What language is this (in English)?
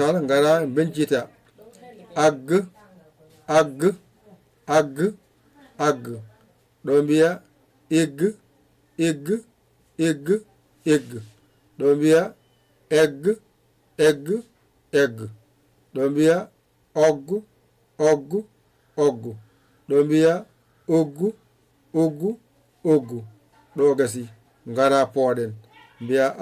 Fula